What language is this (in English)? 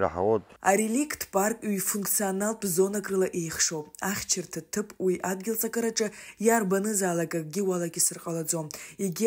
Abkhazian